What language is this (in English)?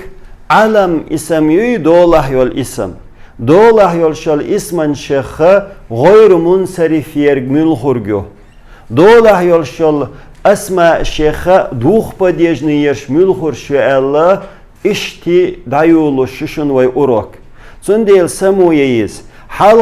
Chechen